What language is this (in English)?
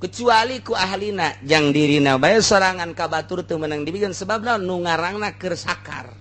Sundanese